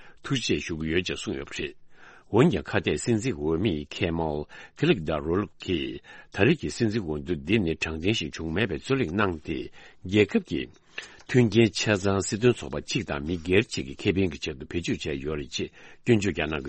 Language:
Tibetan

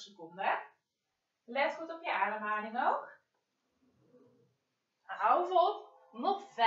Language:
Dutch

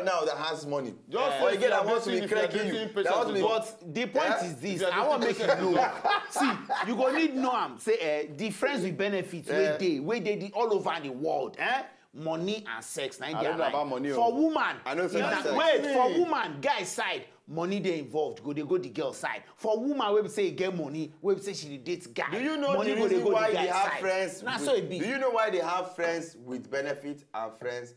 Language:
Nigerian Pidgin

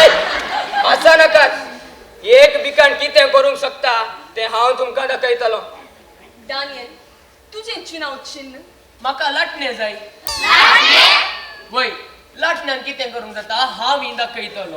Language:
Konkani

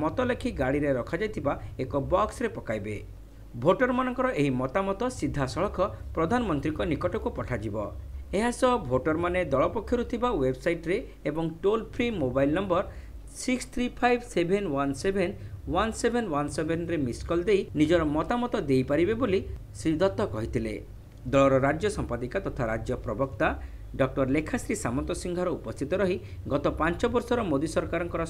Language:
Odia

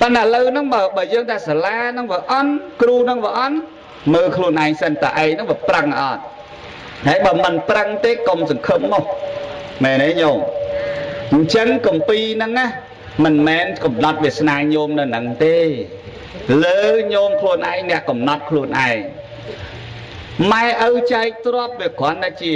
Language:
Khmer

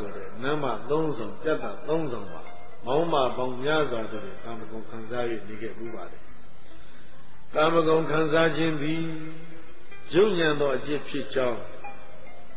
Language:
Burmese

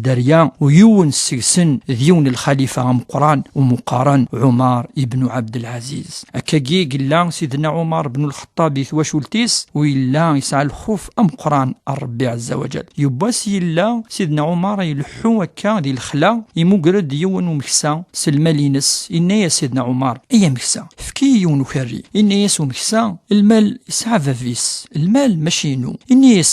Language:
Kabyle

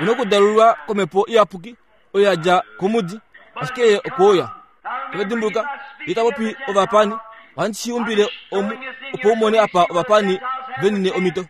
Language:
Kuanyama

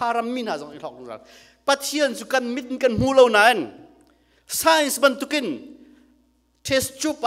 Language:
Hakha Chin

